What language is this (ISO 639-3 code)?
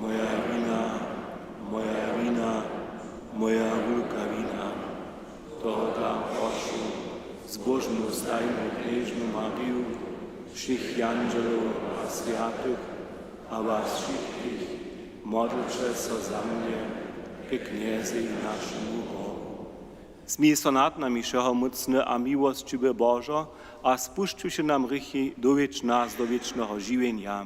hsb